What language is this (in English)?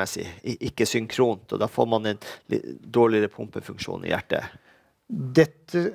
Norwegian